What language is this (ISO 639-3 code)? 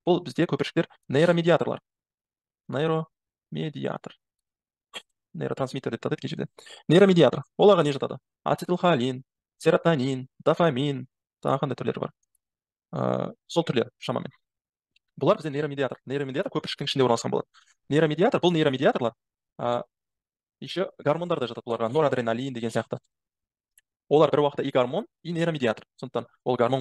kaz